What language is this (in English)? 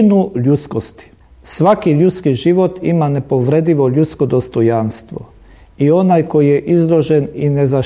Croatian